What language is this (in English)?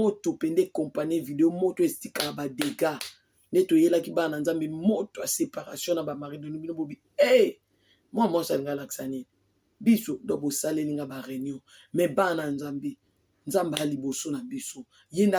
Lingala